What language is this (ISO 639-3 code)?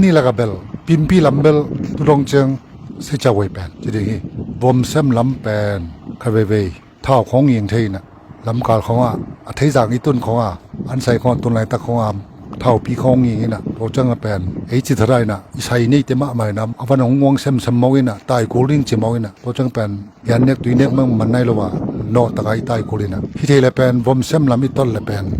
ctd